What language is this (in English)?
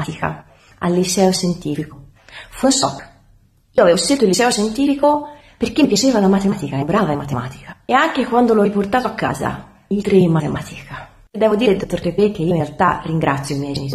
Italian